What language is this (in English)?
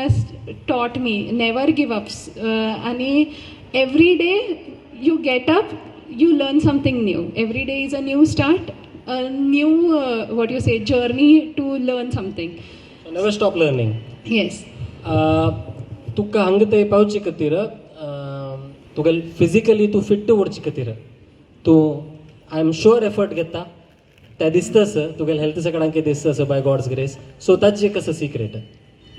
Konkani